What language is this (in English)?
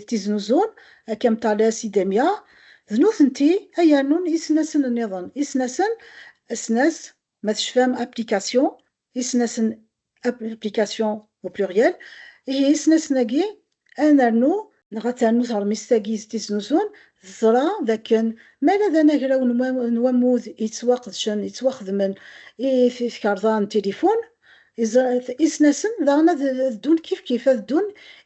Kabyle